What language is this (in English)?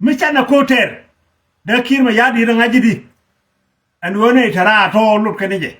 Nuer